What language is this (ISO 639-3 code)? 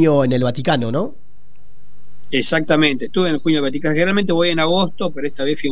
spa